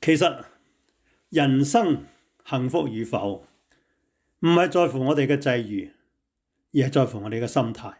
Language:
Cantonese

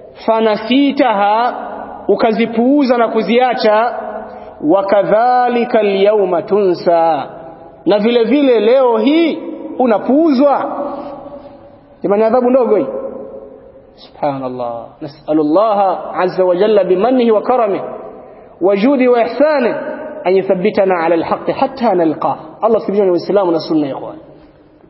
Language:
Swahili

